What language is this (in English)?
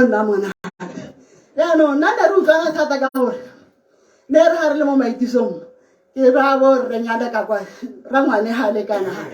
Tswana